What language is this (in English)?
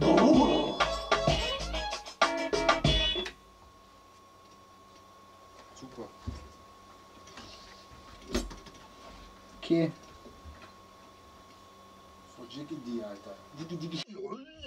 German